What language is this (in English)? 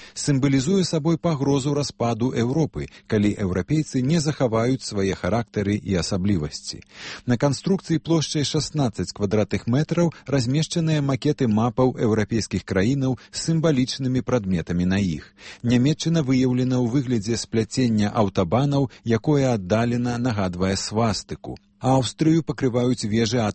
Belarusian